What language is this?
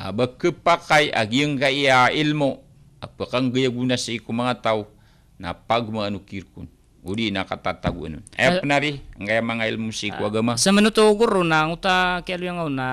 Maranao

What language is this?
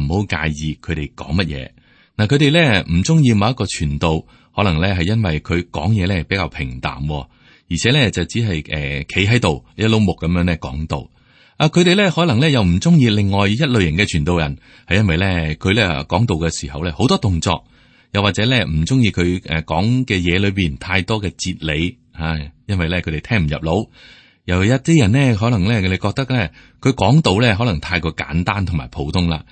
Cantonese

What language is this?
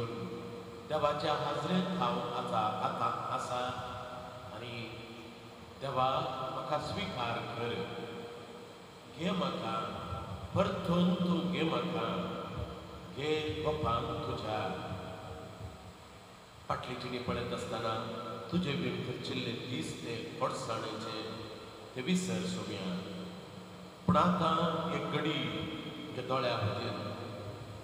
Konkani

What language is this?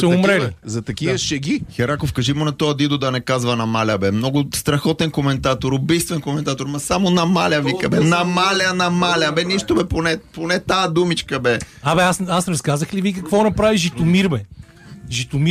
Bulgarian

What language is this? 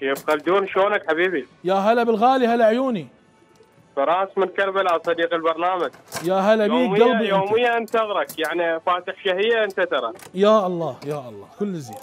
Mesopotamian Arabic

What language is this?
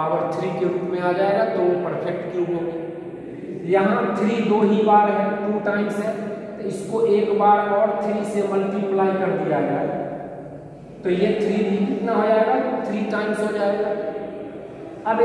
Hindi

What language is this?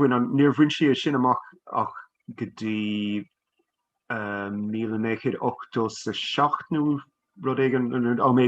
Irish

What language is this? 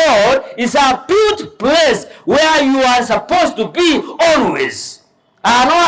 Gusii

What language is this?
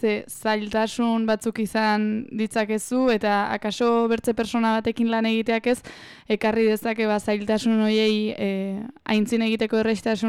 Basque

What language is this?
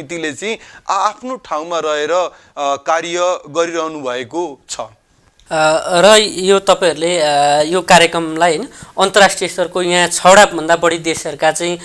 Nepali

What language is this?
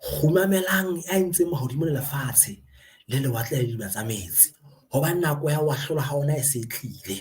Southern Sotho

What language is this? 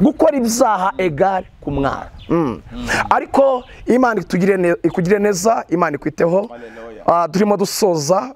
Kinyarwanda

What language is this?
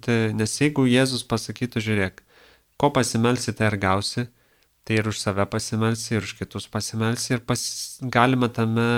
Lithuanian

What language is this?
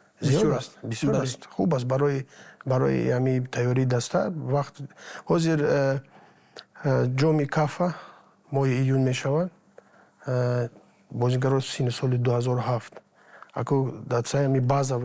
Tajik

